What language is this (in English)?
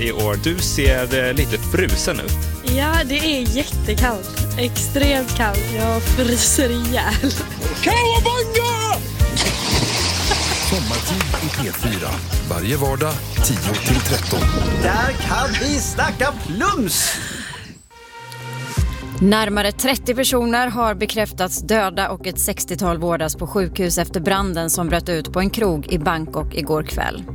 Swedish